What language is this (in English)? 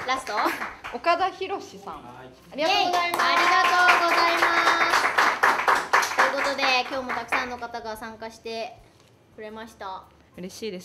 Japanese